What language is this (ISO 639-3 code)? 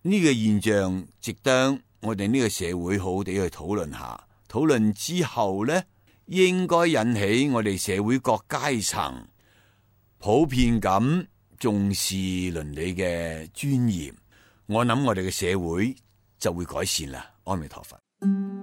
yue